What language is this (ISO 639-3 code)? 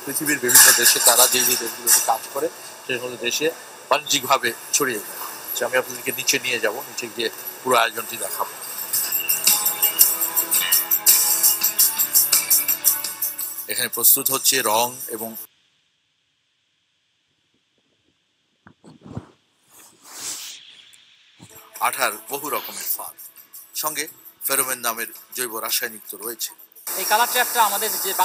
ben